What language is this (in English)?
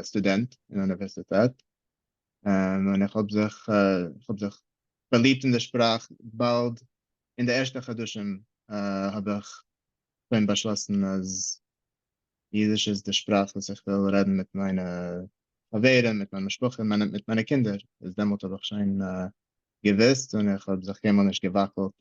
Yiddish